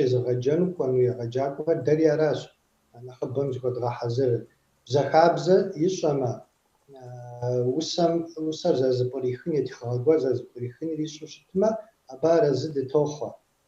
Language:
Kabardian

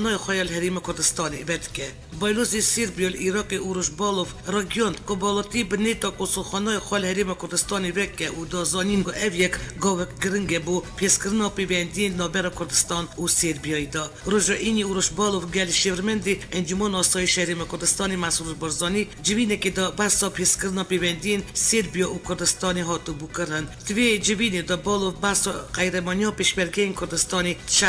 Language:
Kurdish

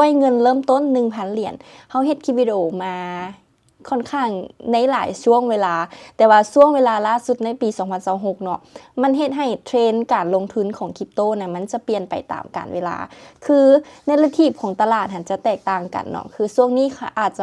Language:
Lao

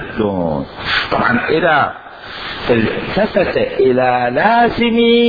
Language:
Mesopotamian Arabic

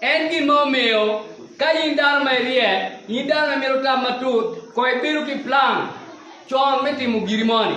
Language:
Acoli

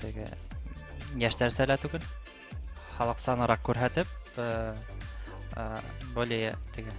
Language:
Bashkir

